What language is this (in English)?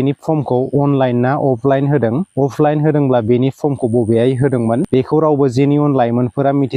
Bodo